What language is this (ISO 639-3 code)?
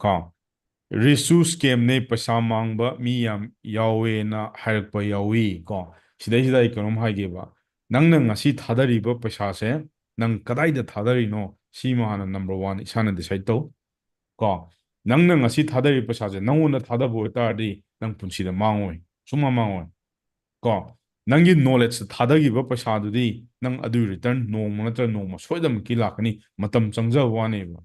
mni